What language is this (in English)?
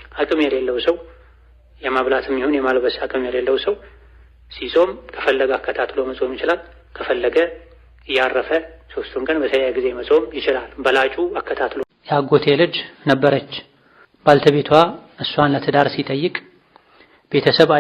Amharic